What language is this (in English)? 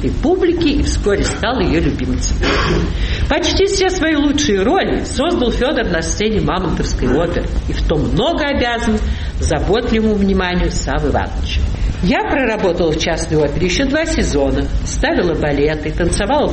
Russian